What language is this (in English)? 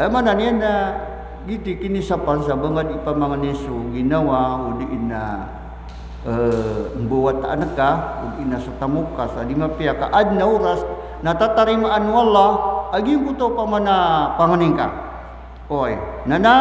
Maranao